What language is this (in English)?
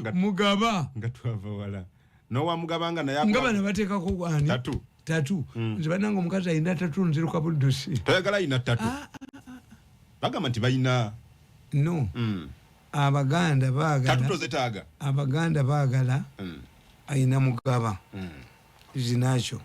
Ganda